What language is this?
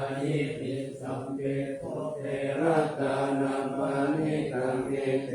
Pali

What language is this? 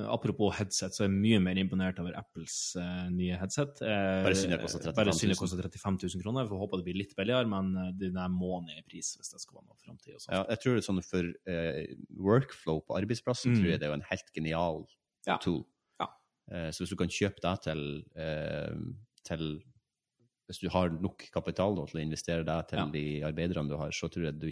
Norwegian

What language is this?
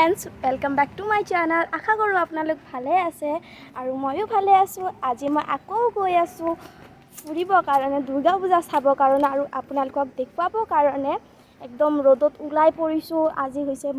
Assamese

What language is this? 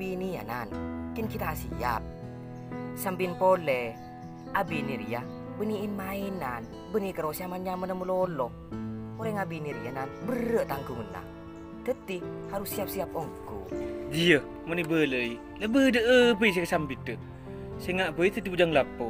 Madurese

